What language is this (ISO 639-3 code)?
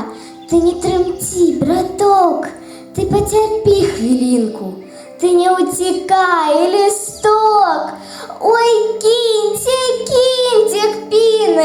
bel